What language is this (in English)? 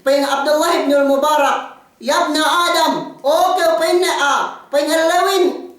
Yakan